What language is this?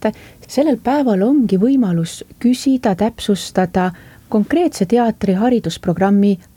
Estonian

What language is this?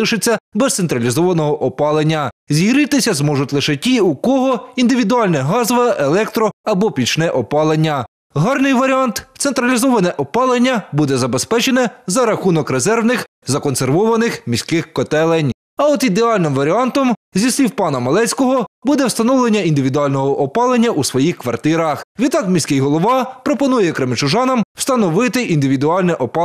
Ukrainian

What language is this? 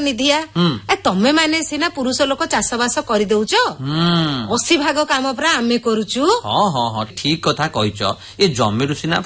Odia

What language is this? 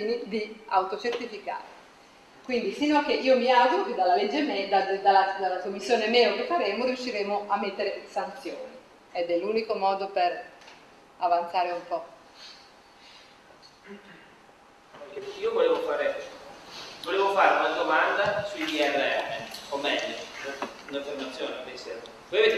Italian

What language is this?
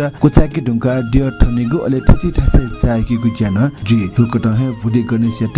Newari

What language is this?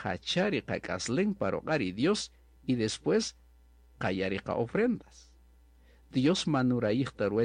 Kaqchikel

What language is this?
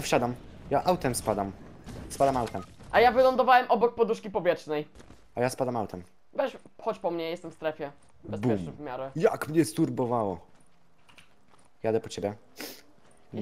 Polish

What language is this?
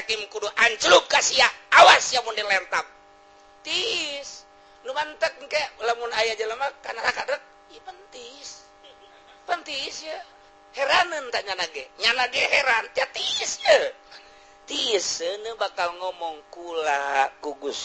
Sundanese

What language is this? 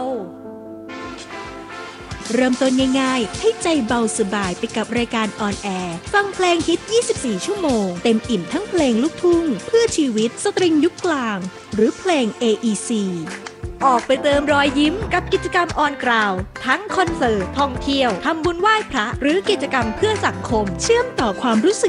Thai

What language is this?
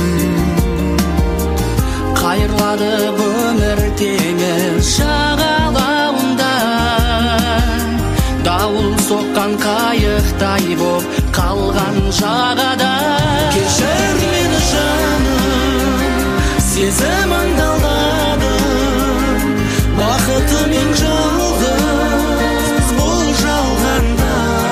Kazakh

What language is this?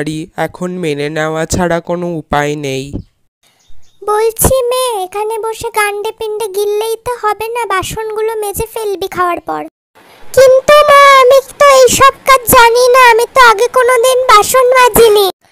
Bangla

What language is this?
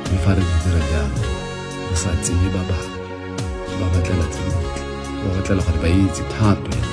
Tswana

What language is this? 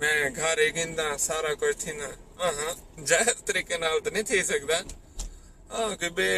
Saraiki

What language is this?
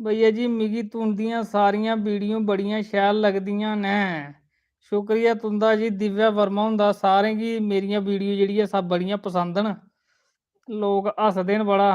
Dogri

